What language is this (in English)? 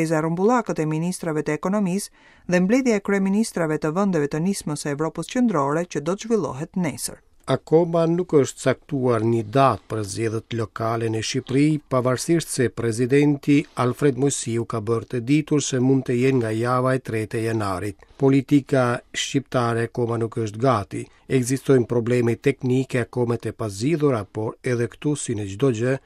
Albanian